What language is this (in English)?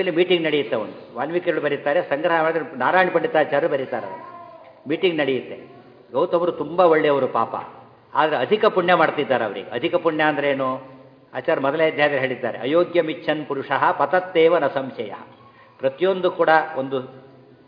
Kannada